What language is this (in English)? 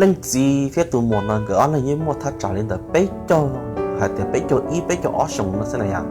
Hmong